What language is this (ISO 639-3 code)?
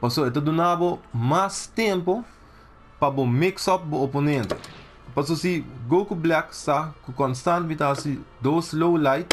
pap